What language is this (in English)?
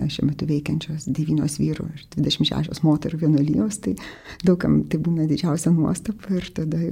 Lithuanian